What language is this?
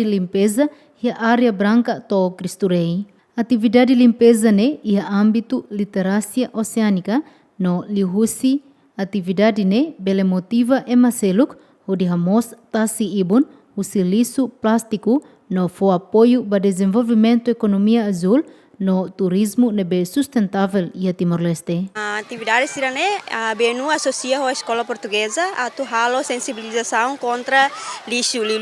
Tetum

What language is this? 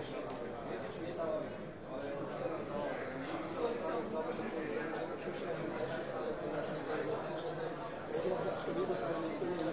Slovak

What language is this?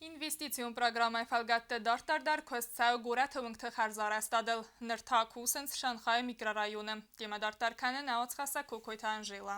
Ossetic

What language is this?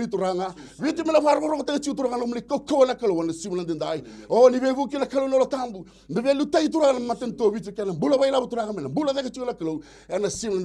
Fijian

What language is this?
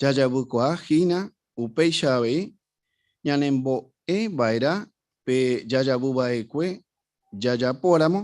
Guarani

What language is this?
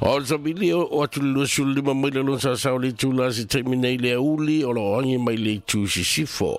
Samoan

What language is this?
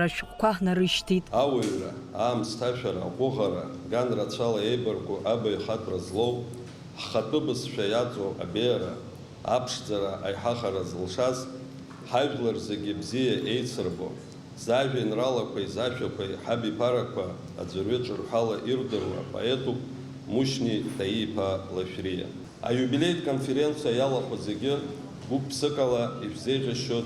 Abkhazian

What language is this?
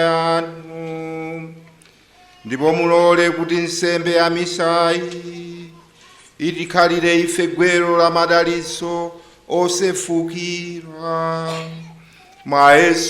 Nyanja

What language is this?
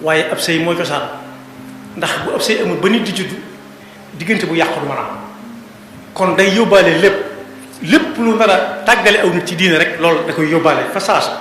Wolof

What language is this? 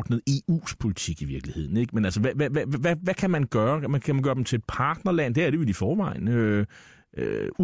Danish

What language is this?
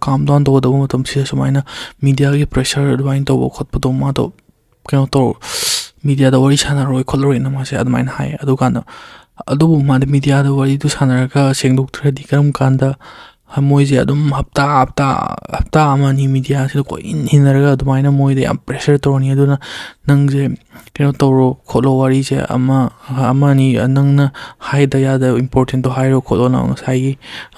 Manipuri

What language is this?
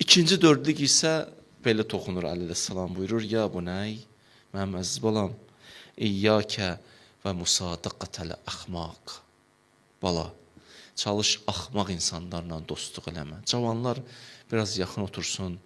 Azerbaijani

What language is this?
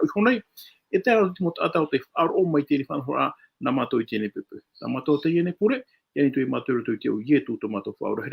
Tahitian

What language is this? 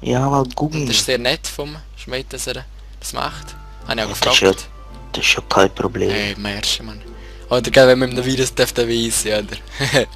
Swiss German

